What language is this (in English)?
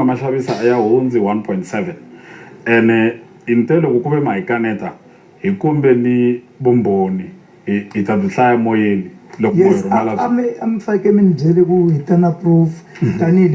Tsonga